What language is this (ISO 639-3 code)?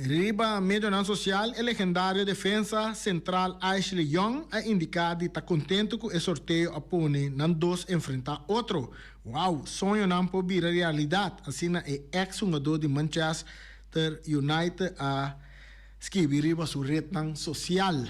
pap